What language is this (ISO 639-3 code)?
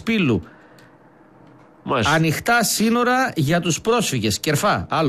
ell